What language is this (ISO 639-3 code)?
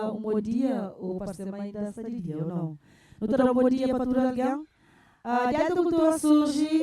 kea